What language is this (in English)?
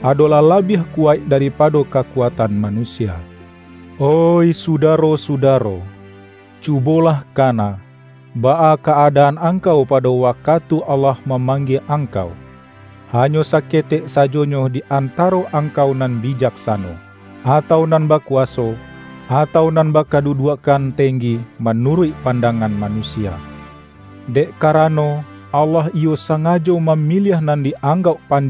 Minangkabau